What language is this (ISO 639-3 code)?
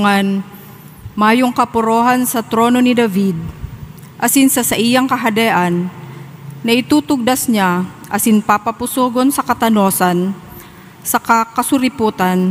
bik